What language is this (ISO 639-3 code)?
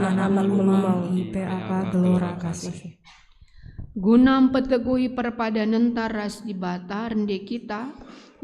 btx